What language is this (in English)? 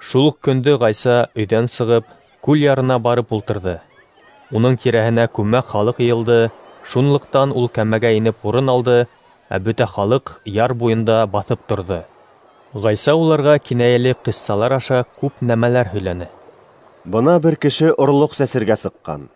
Bashkir